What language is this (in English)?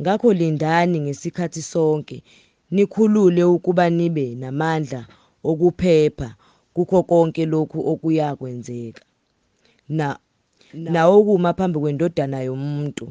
Zulu